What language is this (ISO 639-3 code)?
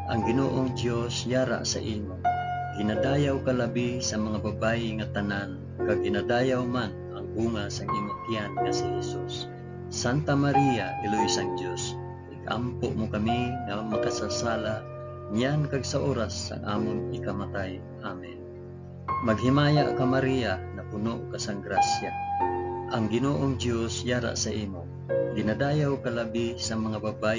hil